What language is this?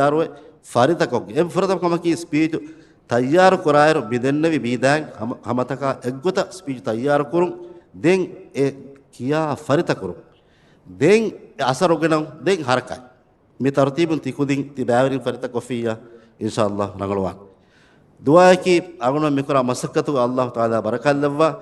Divehi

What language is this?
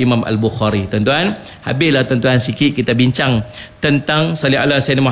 Malay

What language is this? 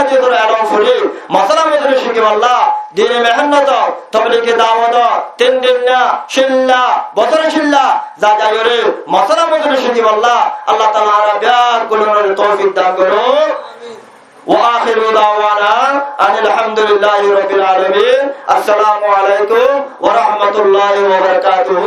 Rohingya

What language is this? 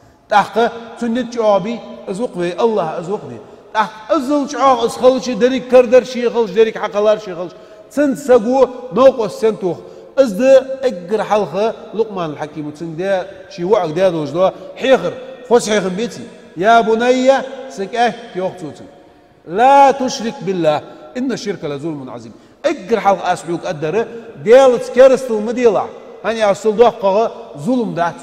Ingush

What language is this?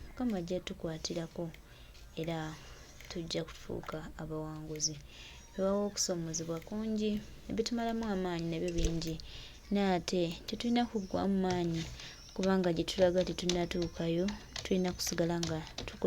Ganda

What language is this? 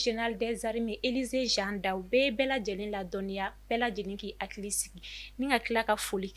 Bambara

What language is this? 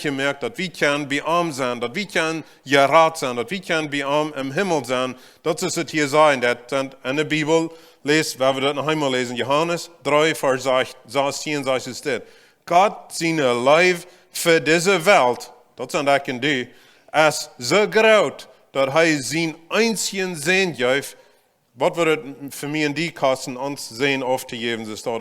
Plautdietsch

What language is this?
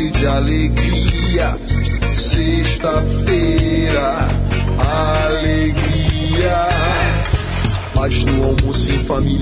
Portuguese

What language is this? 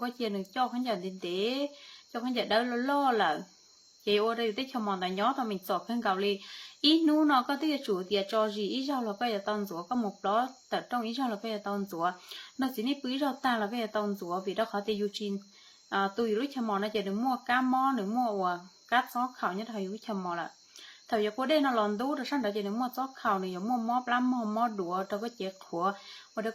Hmong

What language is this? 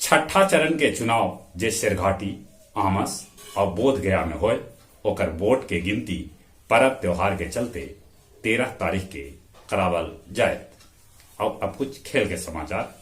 Magahi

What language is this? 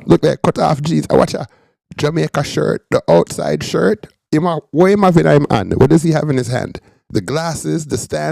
Jamaican Creole English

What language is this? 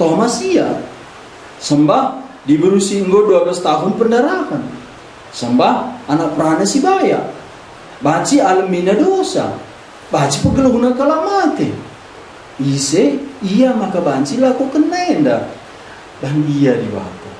Batak Karo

